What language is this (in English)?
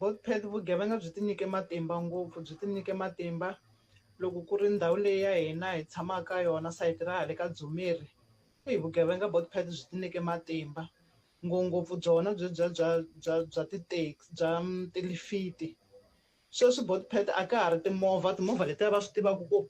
Tsonga